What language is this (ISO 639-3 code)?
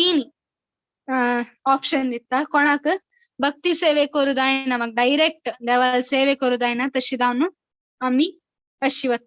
kok